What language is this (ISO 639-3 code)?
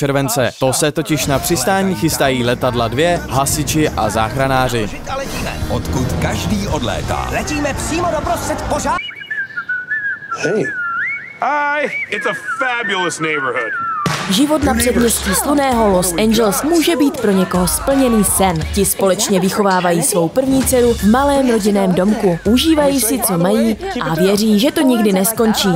ces